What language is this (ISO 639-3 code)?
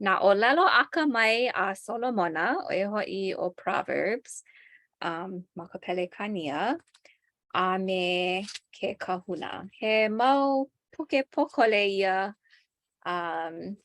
haw